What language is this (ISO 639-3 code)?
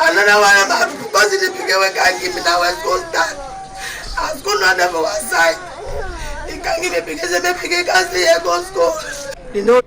wes